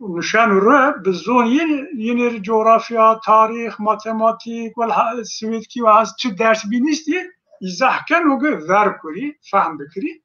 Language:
Zaza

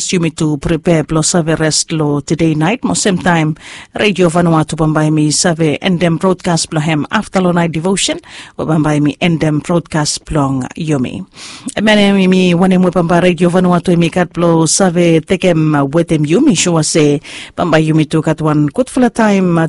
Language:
Bislama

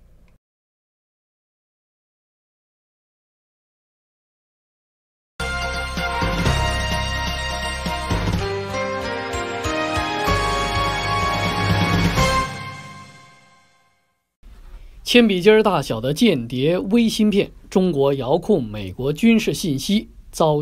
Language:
Chinese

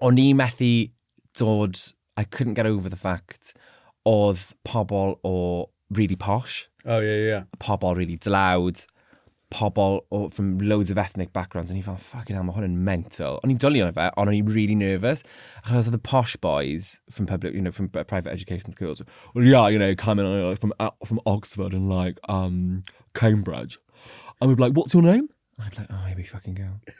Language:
Welsh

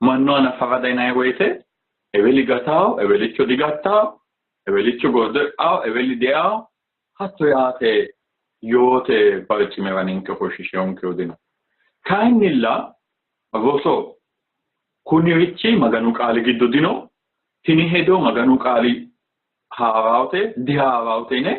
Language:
Sidamo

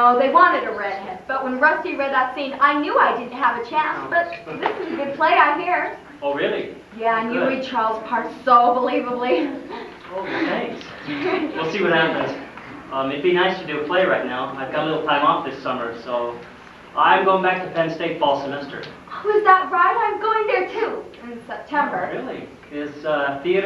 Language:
English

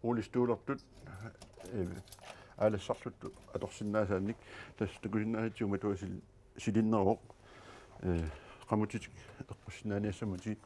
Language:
Kalaallisut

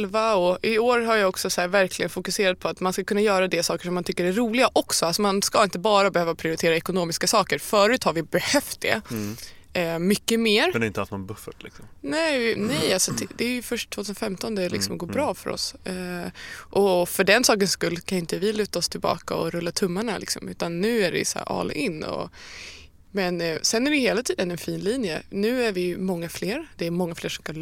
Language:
Swedish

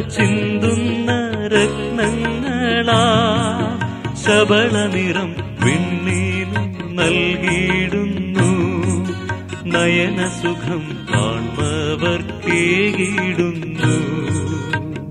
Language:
Malayalam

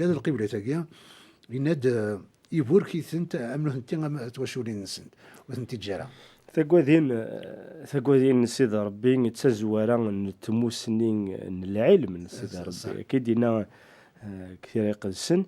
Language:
Kabyle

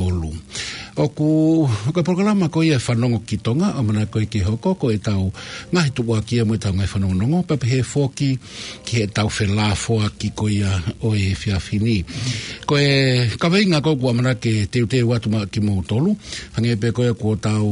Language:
Tongan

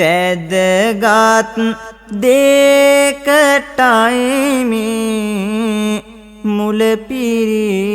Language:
Sinhala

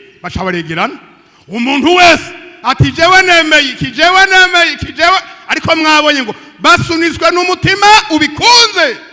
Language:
Rundi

